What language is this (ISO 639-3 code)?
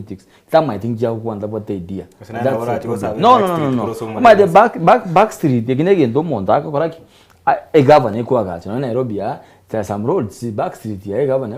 guz